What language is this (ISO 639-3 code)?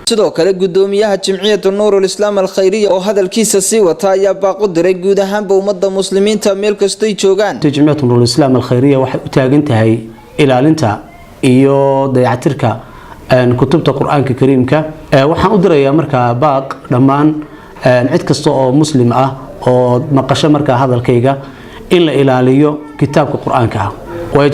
som